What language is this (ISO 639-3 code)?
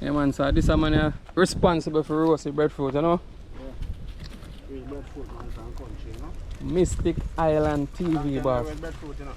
jam